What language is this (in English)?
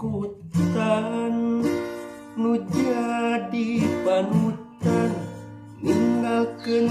Sundanese